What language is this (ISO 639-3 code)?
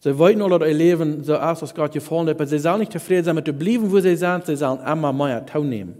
pdt